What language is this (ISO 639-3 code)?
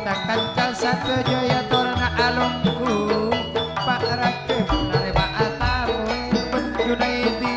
mad